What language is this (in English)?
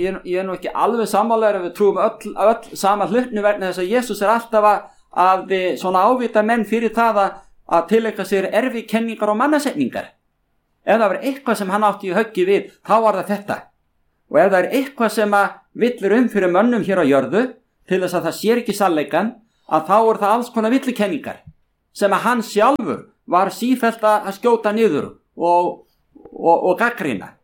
Icelandic